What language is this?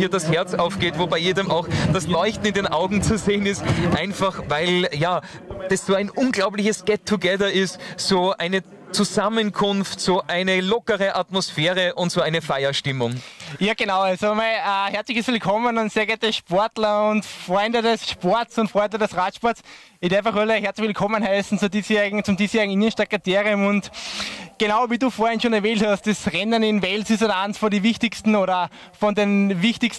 German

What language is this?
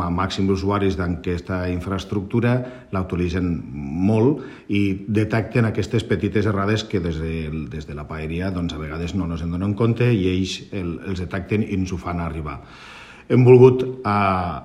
Catalan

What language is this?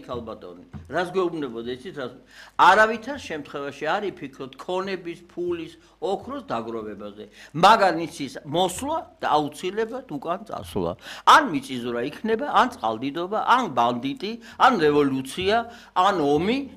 Georgian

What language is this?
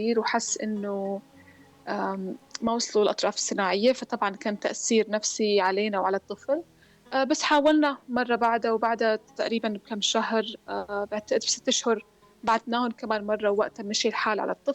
North Levantine Arabic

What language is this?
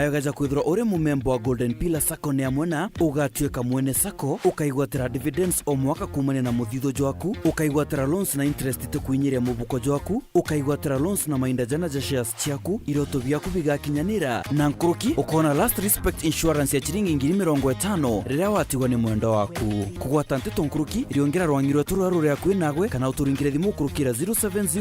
Meru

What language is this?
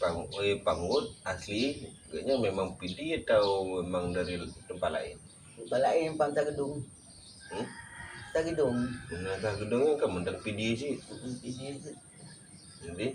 Achinese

